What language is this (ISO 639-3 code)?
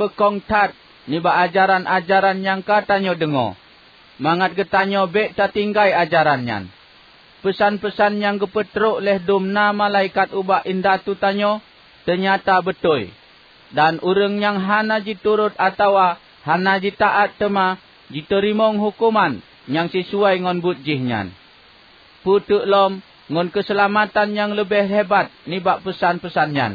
ace